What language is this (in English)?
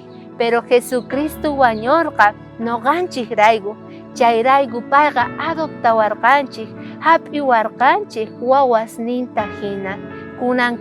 South Bolivian Quechua